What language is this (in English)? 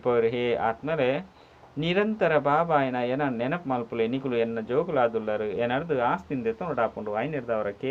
Tulu